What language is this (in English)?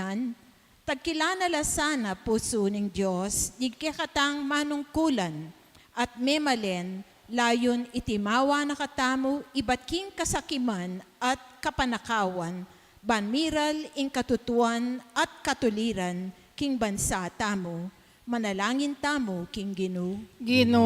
Pampanga